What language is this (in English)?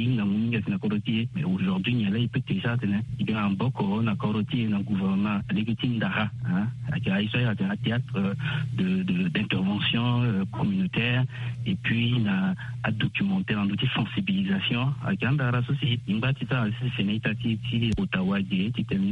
Sango